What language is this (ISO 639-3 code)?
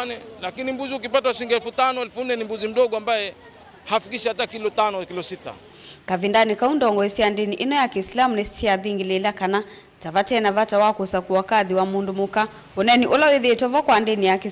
kam